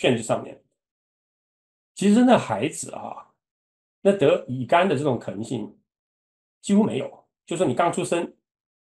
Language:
Chinese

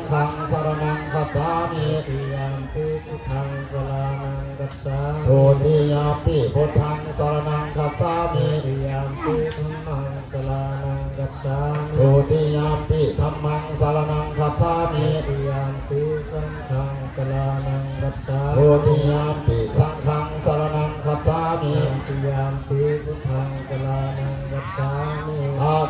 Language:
Pali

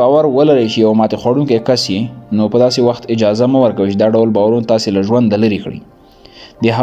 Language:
Pashto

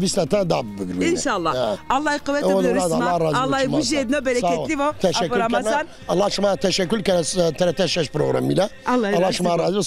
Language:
Zaza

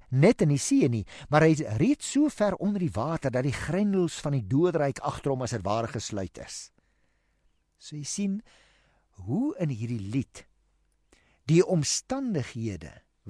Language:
Afrikaans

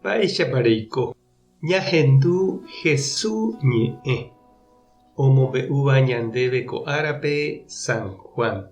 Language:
Guarani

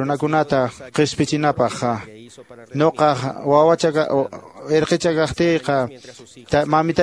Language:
Quechua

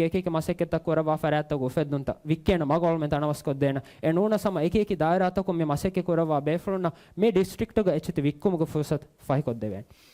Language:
Divehi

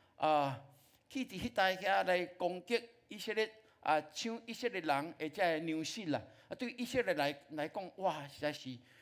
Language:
Min Nan Chinese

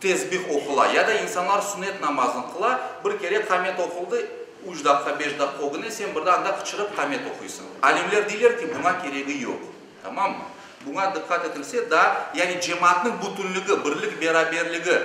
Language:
Crimean Tatar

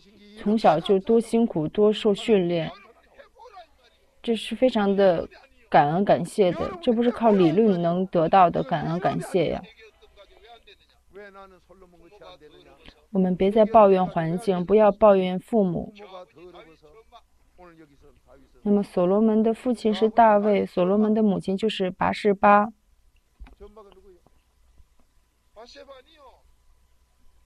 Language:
Chinese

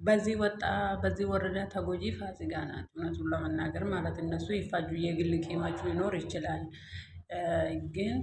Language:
Amharic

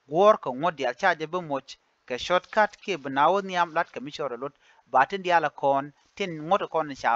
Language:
Nuer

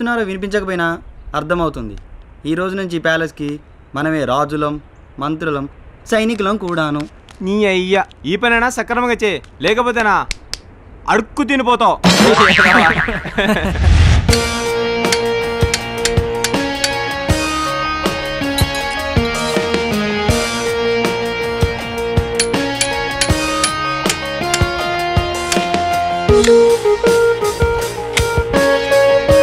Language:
Telugu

